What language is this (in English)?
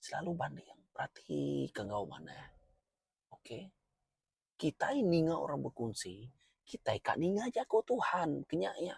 Iban